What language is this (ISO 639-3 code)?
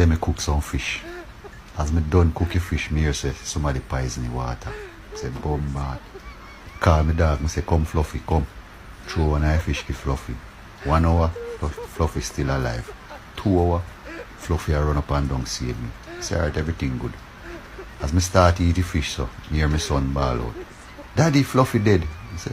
jam